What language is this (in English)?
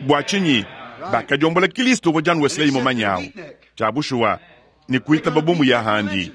Luba-Lulua